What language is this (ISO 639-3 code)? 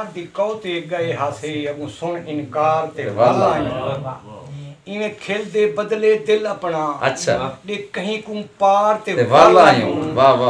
skr